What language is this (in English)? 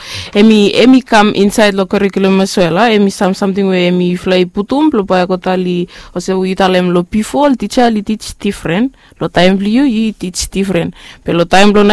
Bislama